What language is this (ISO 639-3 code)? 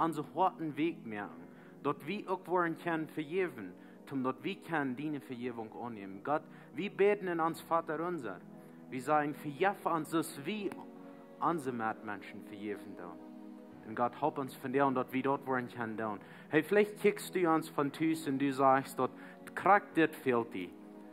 pdt